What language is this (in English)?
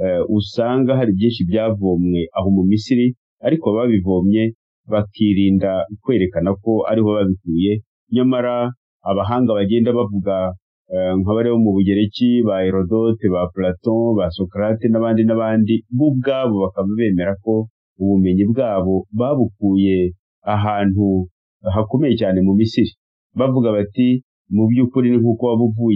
Kinyarwanda